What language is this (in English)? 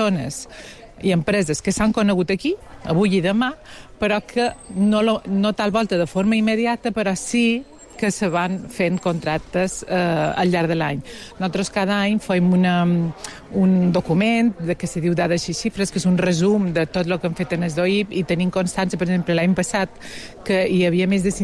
Catalan